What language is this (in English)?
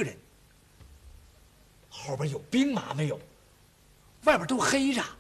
Chinese